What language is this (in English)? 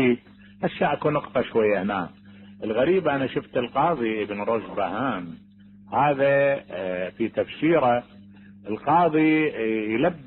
Mesopotamian Arabic